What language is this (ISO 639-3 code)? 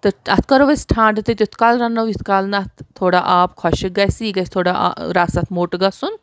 kas